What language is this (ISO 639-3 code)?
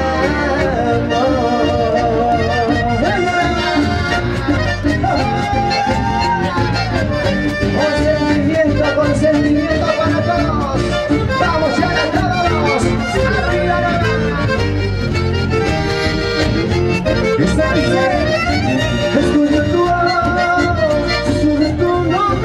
spa